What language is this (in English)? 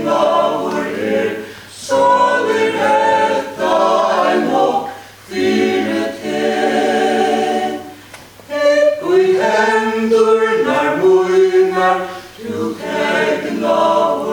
Faroese